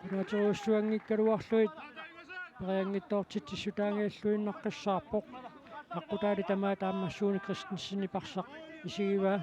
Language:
Kalaallisut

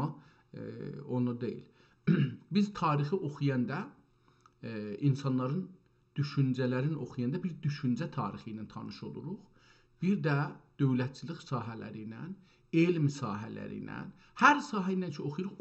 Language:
South Azerbaijani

